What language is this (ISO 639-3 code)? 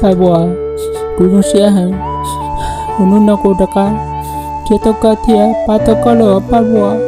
hmn